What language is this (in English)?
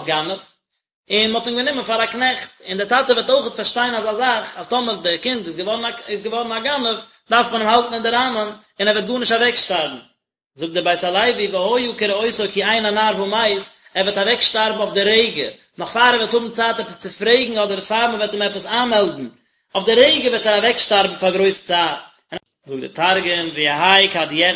Yiddish